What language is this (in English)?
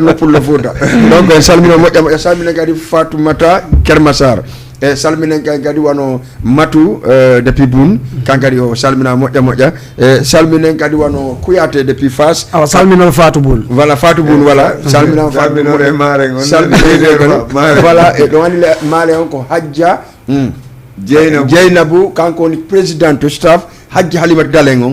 Fula